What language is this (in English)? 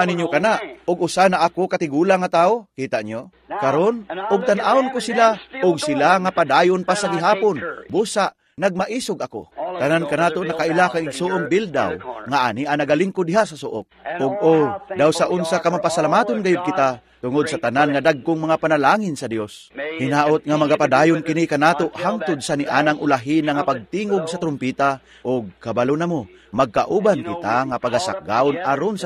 Cebuano